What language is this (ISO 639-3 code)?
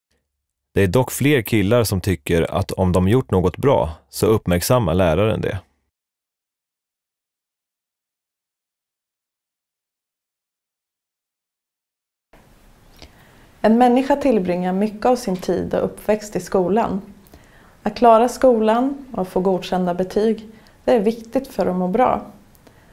swe